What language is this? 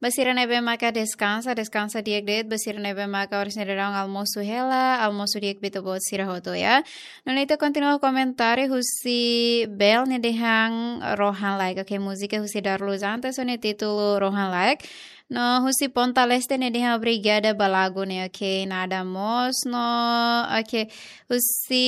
Tetum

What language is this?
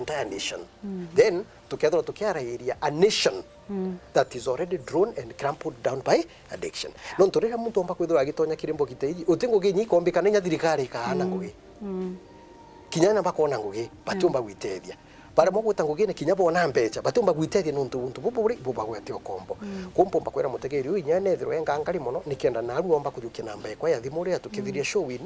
Meru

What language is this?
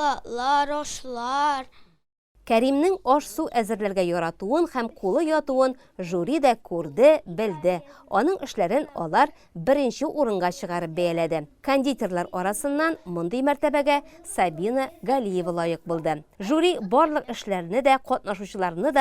Tatar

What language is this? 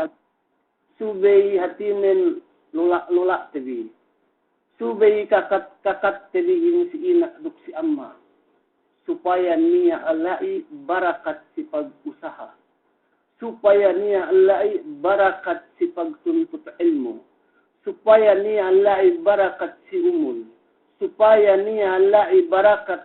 Yakan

